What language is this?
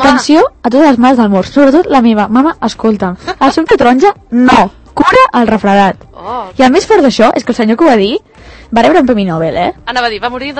Catalan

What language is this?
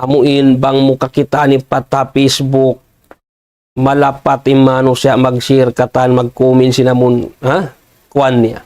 Tausug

